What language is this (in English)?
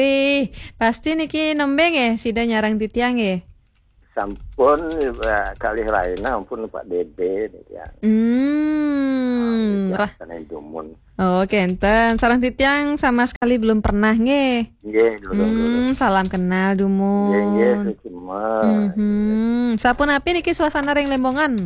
Balinese